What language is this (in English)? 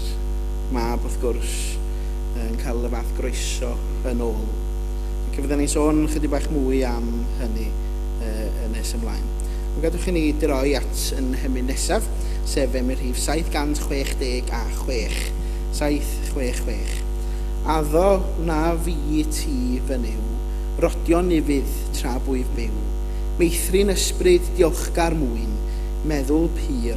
Welsh